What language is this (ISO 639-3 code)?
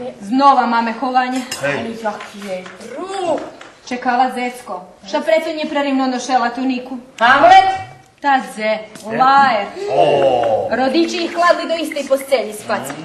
rue